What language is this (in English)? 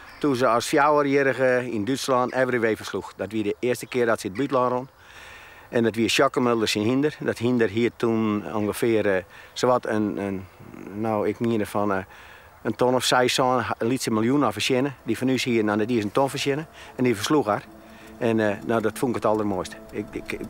Western Frisian